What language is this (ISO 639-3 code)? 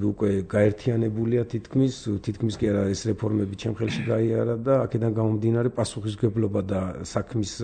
kat